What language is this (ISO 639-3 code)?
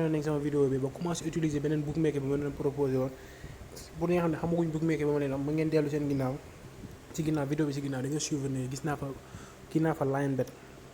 wol